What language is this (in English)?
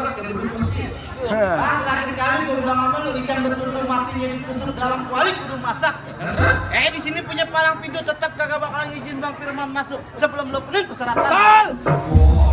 Betawi